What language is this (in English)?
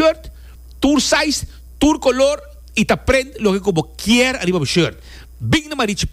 Papiamento